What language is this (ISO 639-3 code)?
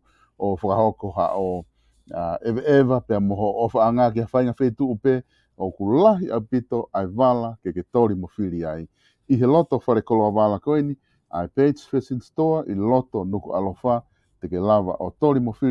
ton